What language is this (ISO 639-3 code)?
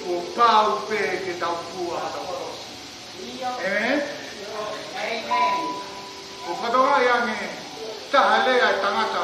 ton